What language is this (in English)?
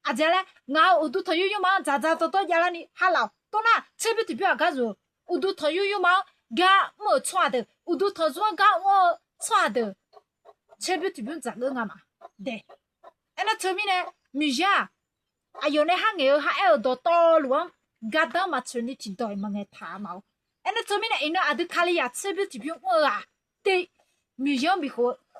Akha